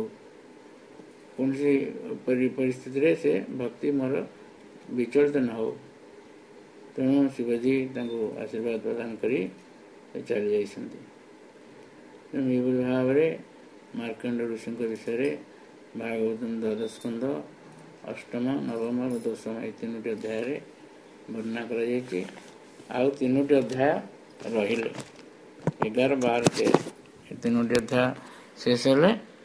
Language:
Odia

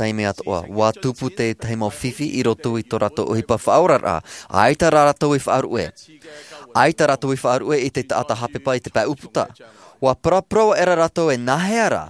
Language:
Tahitian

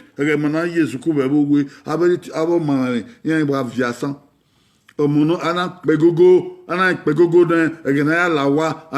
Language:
Bini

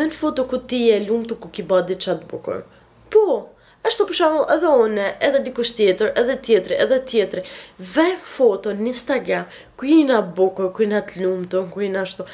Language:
Albanian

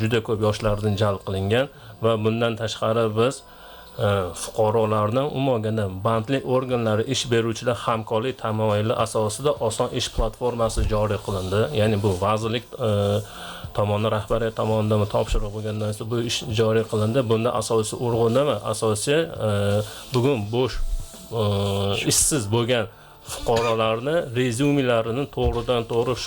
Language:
Uzbek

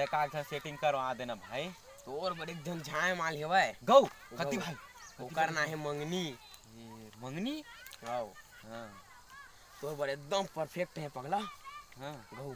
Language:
Chhattisgarhi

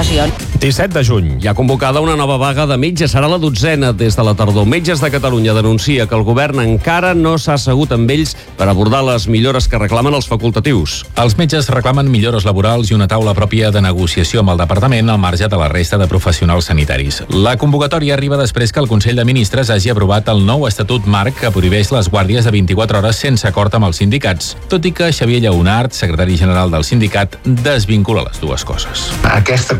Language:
Catalan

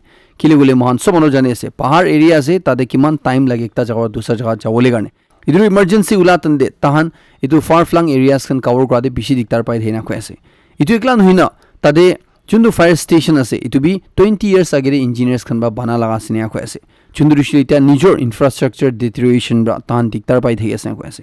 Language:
Naga Pidgin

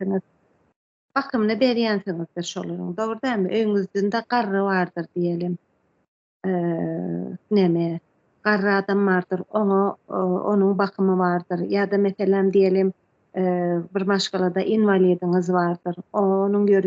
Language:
Turkmen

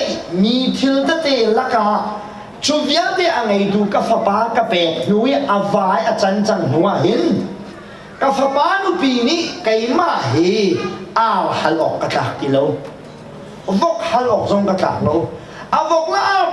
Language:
Hakha Chin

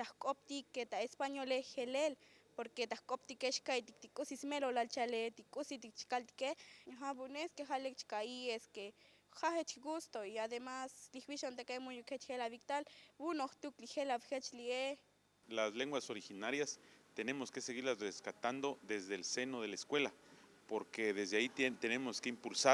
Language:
Tzotzil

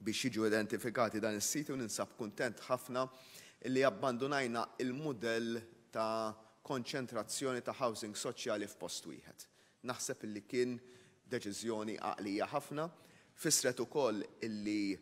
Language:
Maltese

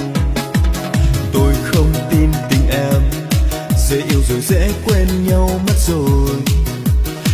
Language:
Vietnamese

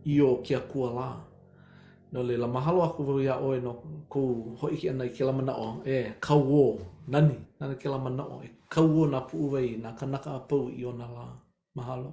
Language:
Hawaiian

